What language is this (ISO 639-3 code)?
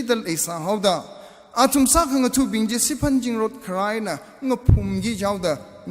nmf